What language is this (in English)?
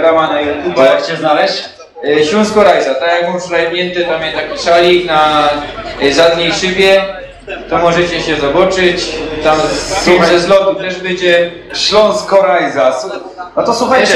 Silesian